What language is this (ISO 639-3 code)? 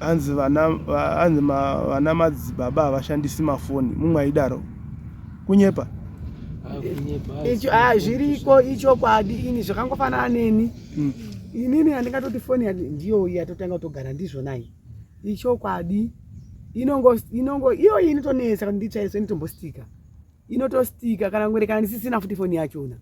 sna